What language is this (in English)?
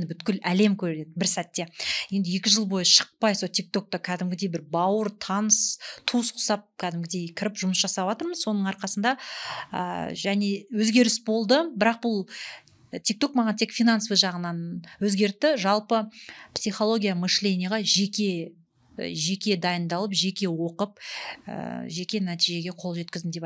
Kazakh